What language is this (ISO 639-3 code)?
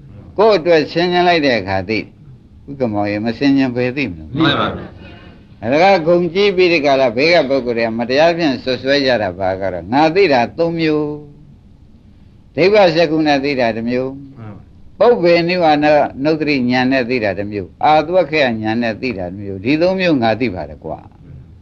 mya